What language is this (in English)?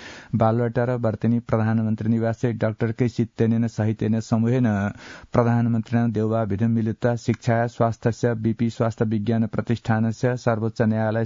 Sanskrit